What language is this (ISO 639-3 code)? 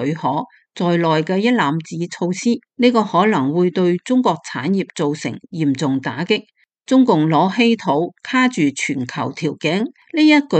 yue